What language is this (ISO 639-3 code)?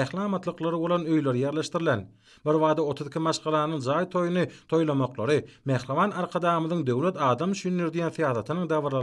tuk